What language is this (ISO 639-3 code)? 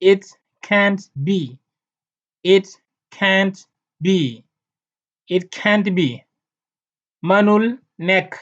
wol